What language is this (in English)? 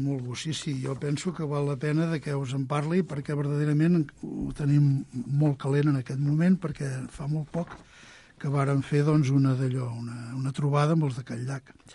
Catalan